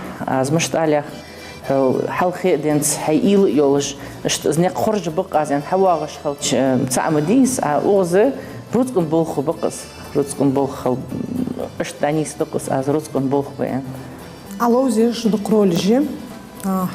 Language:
Ingush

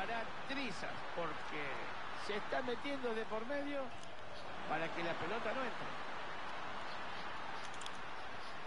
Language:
Spanish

